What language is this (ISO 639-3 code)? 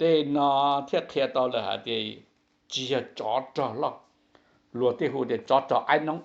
hmn